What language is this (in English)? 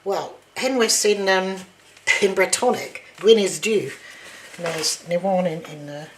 Cornish